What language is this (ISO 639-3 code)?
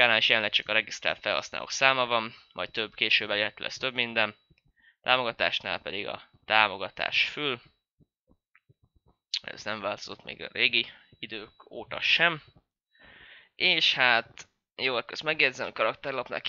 hun